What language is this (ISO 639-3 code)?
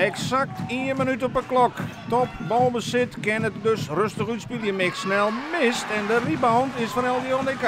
fry